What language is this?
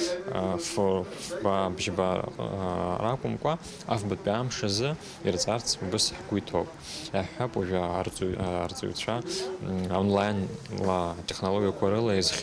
Abkhazian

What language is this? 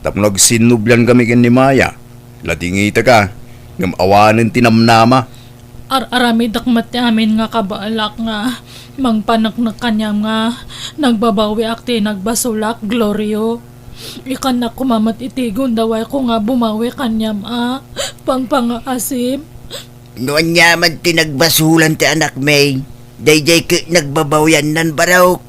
Iloko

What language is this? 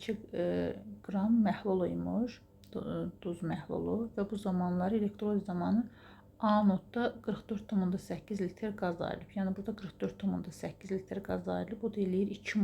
Azerbaijani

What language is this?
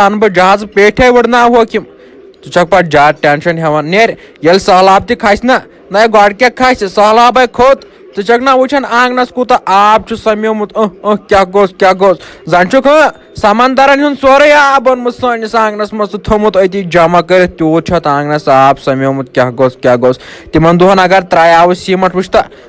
Kashmiri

